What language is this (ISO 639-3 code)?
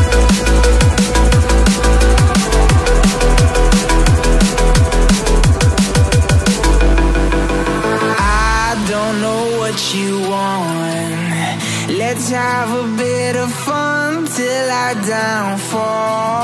ces